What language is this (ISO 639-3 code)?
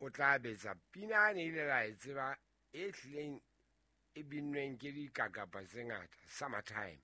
sot